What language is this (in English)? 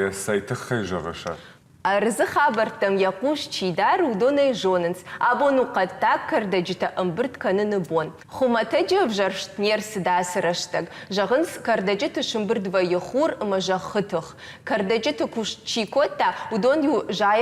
Ossetic